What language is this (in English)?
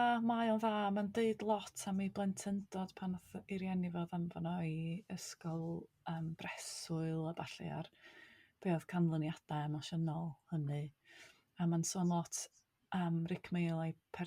Welsh